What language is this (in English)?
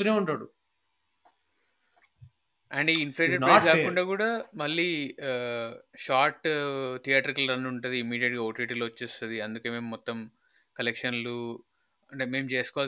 Telugu